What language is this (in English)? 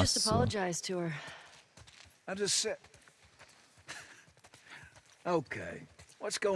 Czech